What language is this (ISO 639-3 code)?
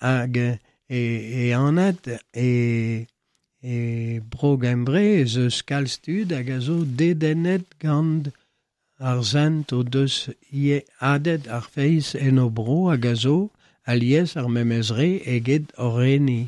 bre